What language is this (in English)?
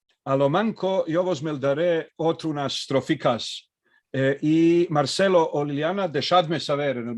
Ladino